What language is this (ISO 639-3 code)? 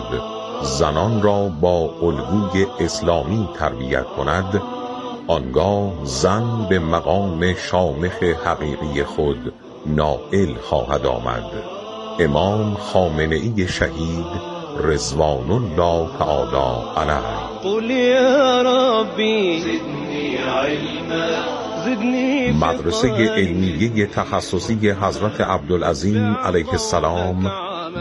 fas